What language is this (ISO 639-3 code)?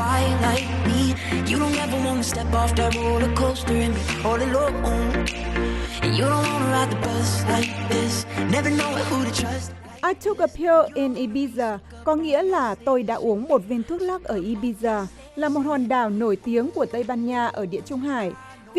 vie